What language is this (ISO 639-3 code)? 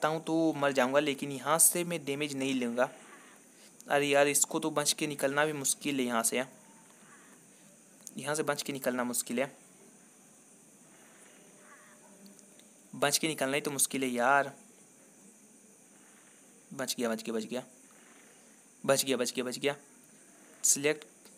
hin